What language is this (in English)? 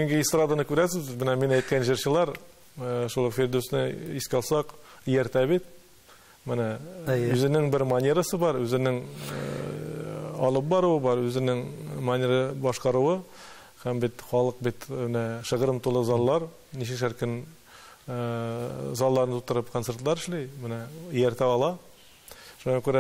Tatar